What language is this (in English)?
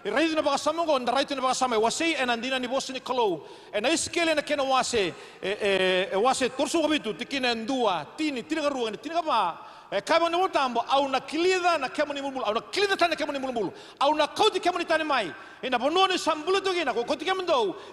Fijian